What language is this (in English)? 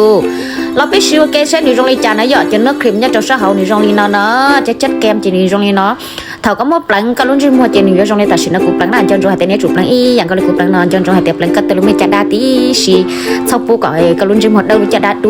Hmong